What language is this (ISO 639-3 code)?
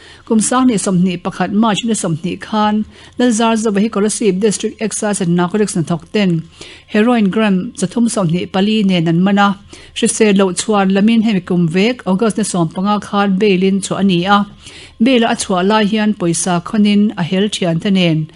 lus